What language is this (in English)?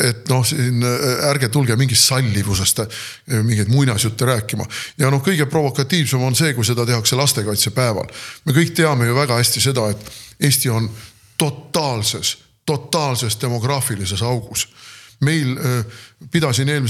Estonian